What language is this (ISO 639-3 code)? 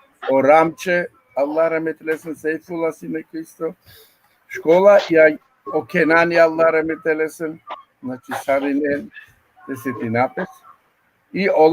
rmn